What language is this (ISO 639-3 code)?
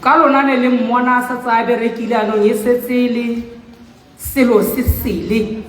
tsn